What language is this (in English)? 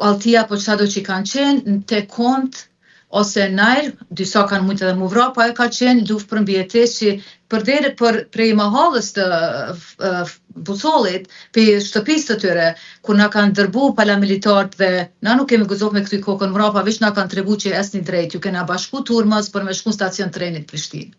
Albanian